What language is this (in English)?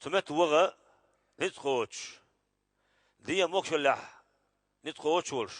Chechen